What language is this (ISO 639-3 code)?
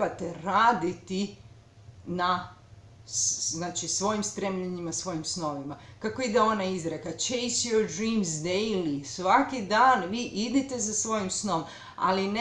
hrv